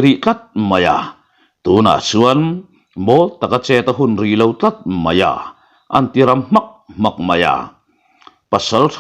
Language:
Mizo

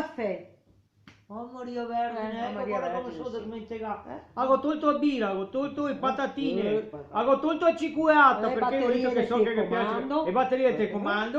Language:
Venetian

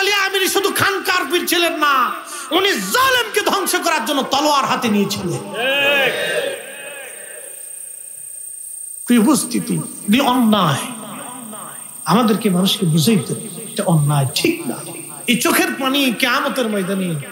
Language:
Bangla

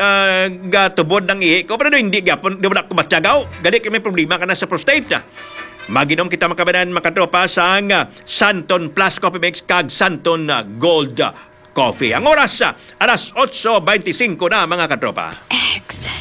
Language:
Hiligaynon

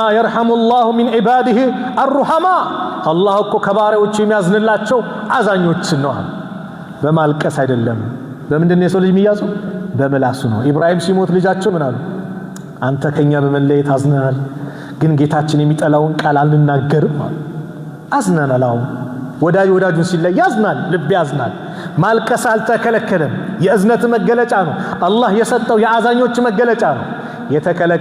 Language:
Amharic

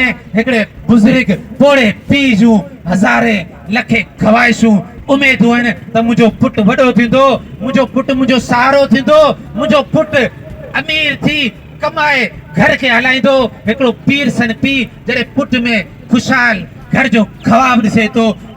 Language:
Sindhi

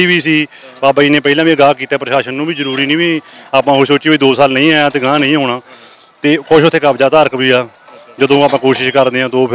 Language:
Punjabi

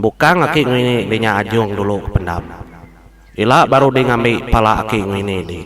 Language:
Iban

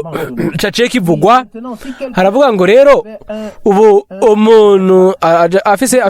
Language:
Rundi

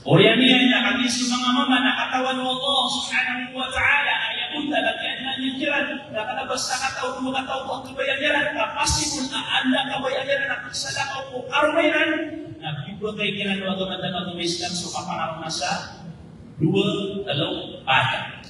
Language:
Maranao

